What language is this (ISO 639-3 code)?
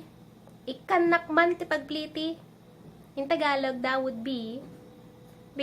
ilo